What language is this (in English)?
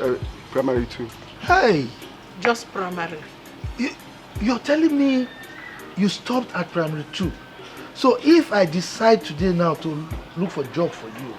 Nigerian Pidgin